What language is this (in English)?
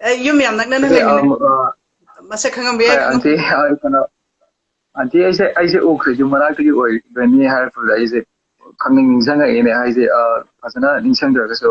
Manipuri